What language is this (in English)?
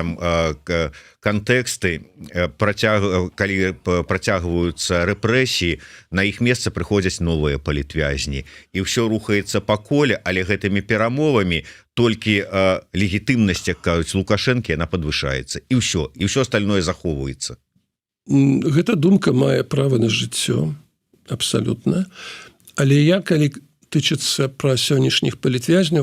Belarusian